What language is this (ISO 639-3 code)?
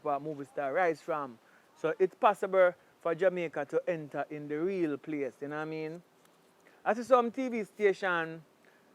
jam